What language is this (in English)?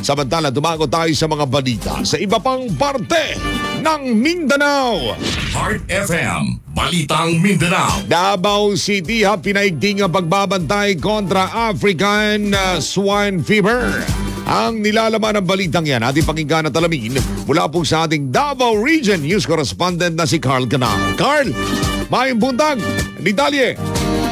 Filipino